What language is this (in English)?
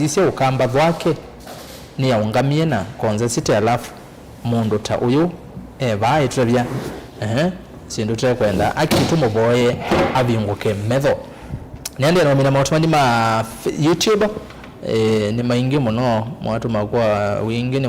Kamba